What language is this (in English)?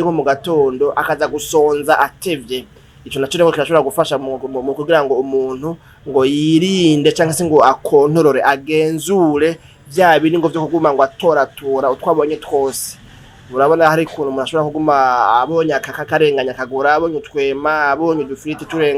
Rundi